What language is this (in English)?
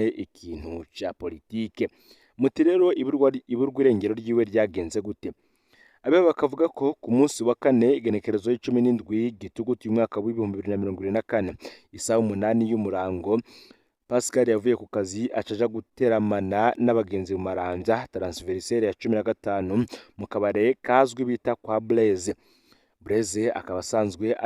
Rundi